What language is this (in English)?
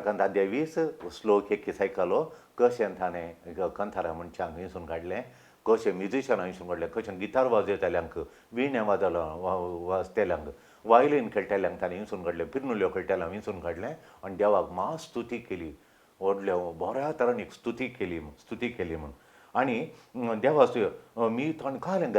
Konkani